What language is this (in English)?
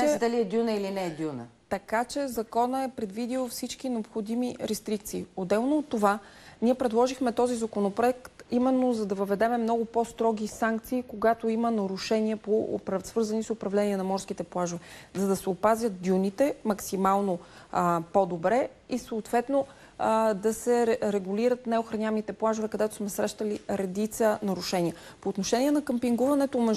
Bulgarian